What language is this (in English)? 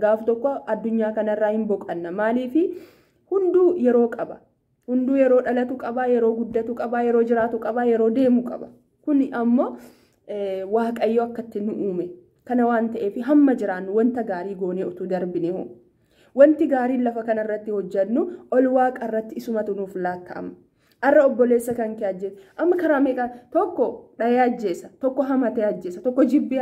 Oromo